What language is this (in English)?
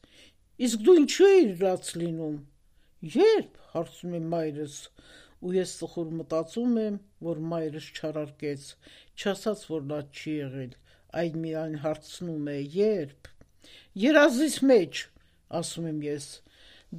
Armenian